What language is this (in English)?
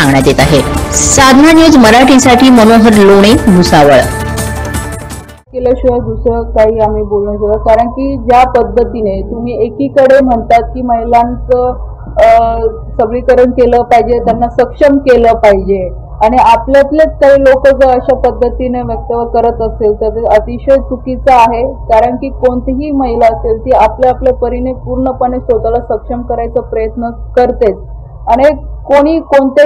Marathi